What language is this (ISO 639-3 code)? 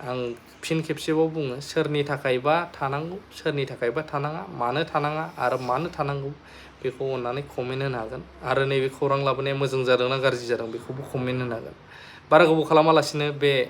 brx